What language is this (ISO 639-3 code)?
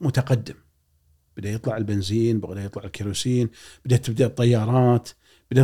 afb